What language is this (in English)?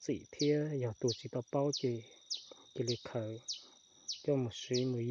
Hmong